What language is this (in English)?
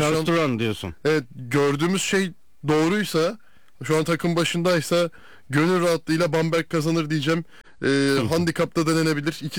Turkish